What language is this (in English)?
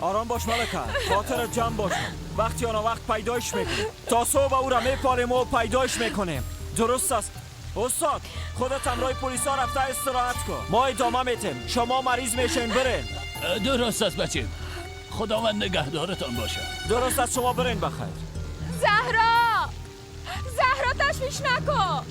Persian